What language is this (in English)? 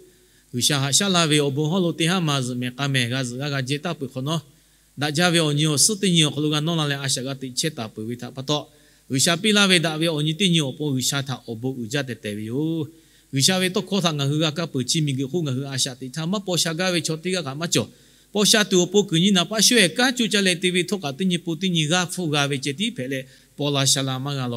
Lahu